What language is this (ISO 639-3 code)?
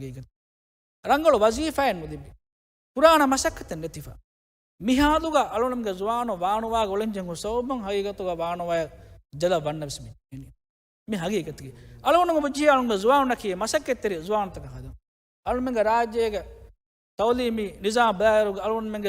div